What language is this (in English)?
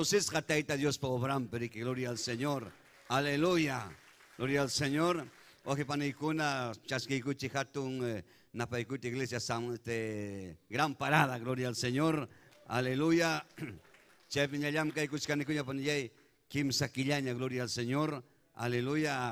Ayacucho Quechua